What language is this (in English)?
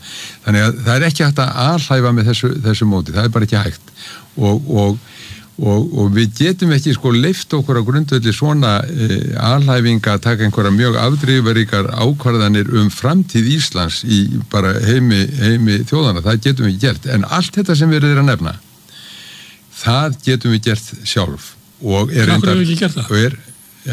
Icelandic